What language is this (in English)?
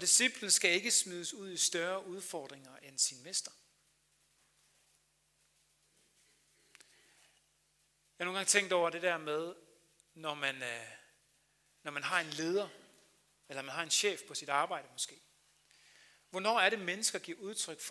Danish